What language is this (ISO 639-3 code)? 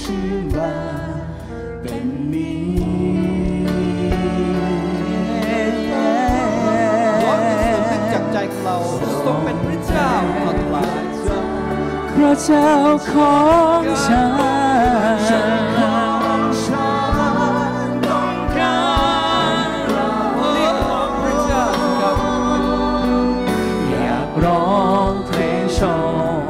tha